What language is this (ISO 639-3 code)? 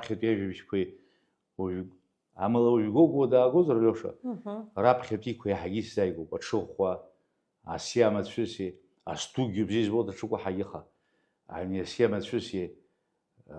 abk